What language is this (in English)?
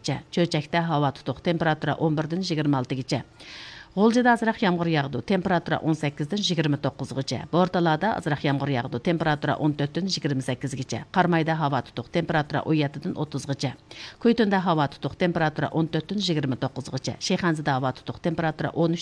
Uyghur